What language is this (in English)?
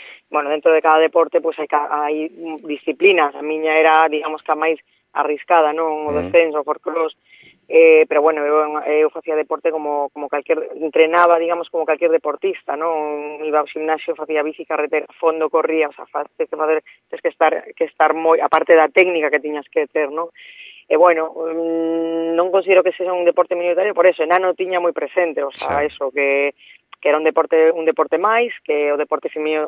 Galician